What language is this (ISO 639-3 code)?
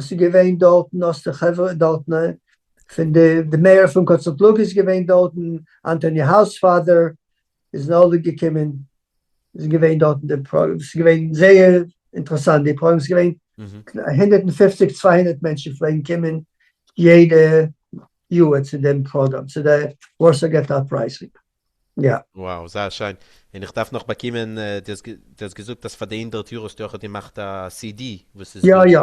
yid